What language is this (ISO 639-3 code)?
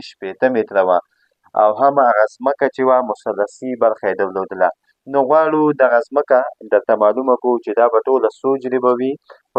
pus